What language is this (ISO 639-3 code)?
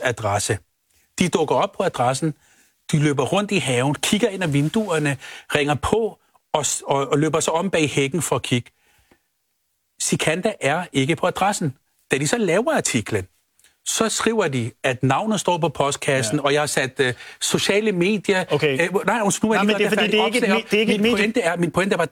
dan